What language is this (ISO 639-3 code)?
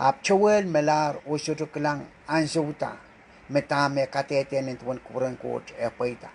pon